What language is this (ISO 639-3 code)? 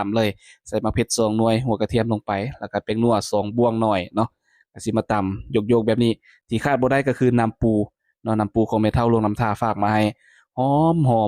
lao